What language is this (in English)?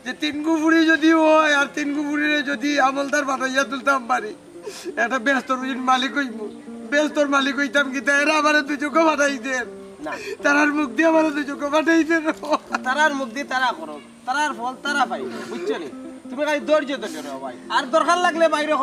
Sylheti